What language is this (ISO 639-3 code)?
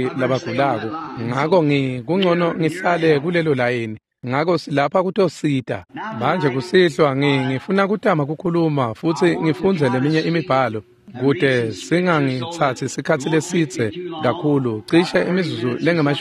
ssw